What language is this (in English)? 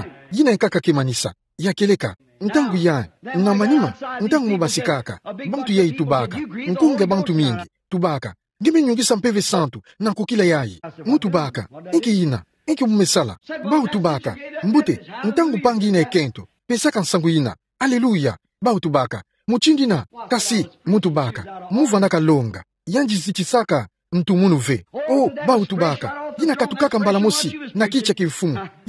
Kituba (Democratic Republic of Congo)